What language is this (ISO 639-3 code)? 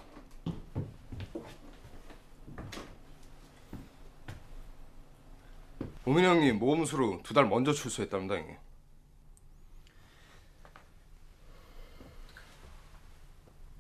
kor